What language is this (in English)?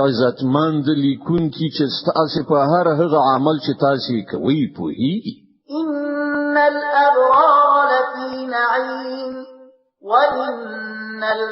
Pashto